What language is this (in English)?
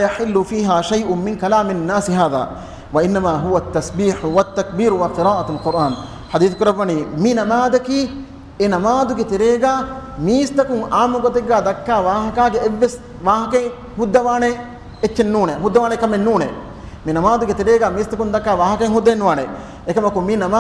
Divehi